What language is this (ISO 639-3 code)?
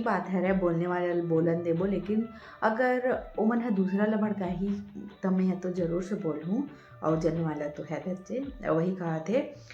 hne